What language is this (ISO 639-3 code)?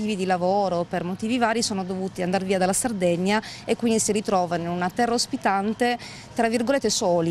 ita